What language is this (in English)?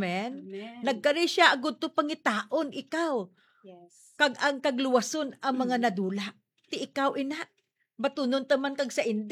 Hiligaynon